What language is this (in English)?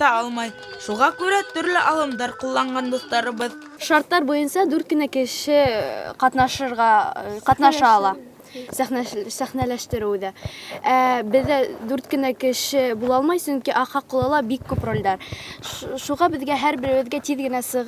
Bashkir